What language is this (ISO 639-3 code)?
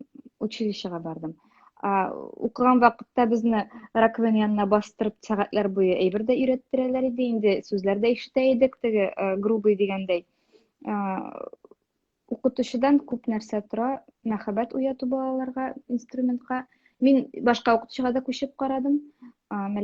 tat